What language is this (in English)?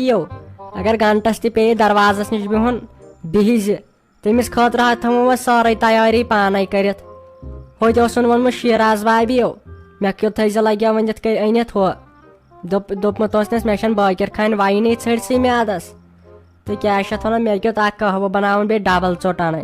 Kashmiri